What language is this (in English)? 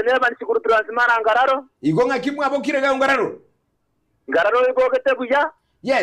Gusii